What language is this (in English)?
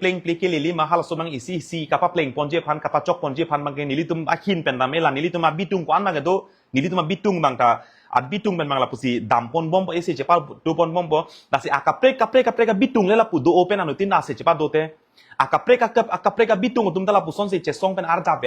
Karbi